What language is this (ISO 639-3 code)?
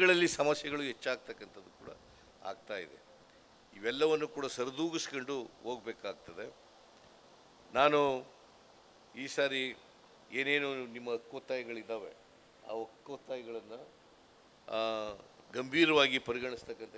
kan